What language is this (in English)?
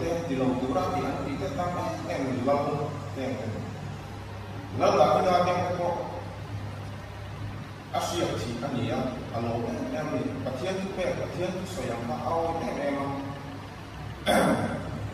Mizo